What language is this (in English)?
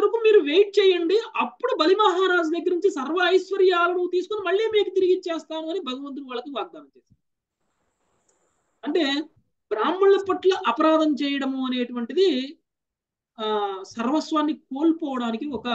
Telugu